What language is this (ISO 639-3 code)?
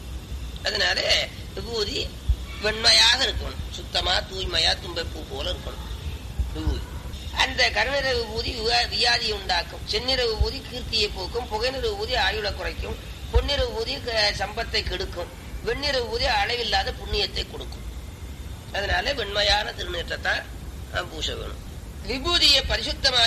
tam